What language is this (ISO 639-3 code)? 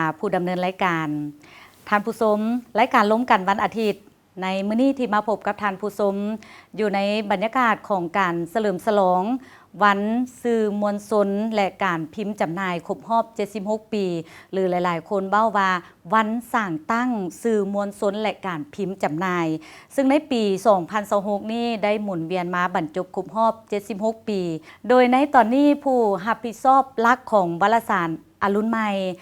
lao